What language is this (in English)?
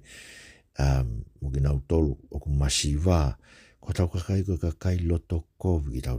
Tongan